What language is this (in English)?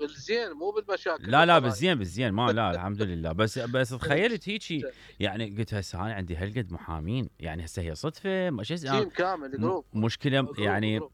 Mesopotamian Arabic